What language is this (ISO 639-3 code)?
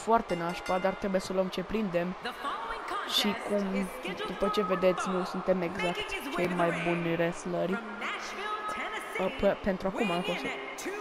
ron